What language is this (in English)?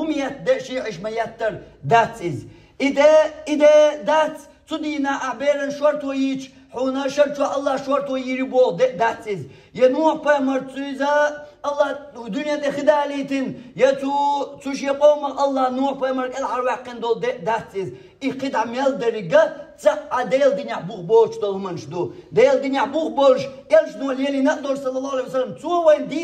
Chechen